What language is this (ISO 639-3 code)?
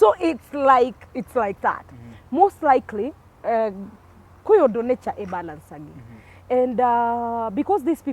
kik